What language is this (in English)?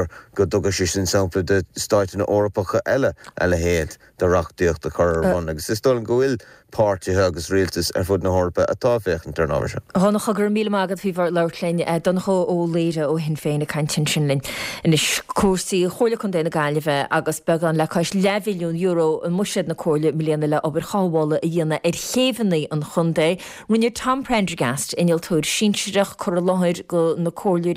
Irish